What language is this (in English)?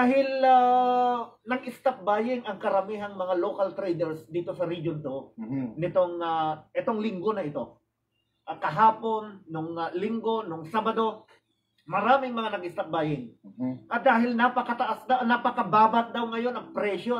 Filipino